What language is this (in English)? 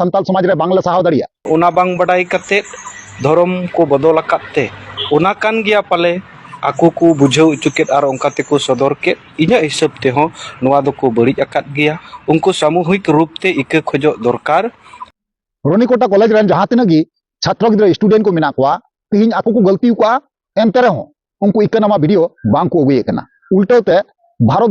Santali